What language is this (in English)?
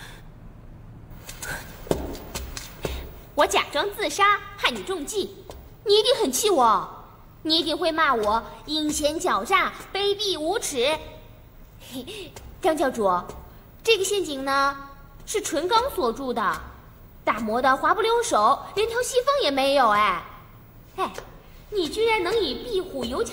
Chinese